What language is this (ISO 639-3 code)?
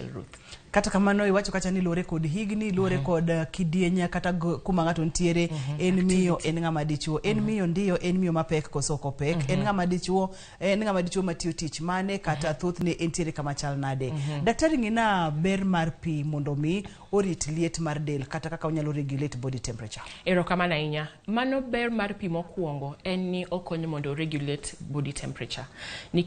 luo